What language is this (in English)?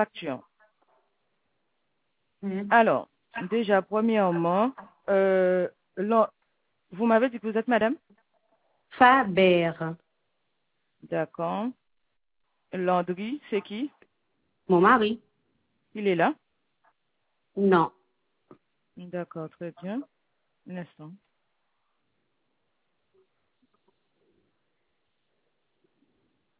French